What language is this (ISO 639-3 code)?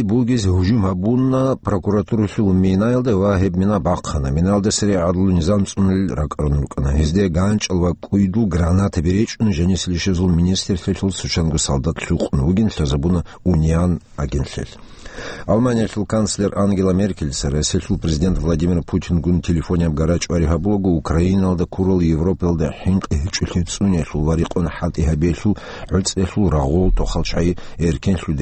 ava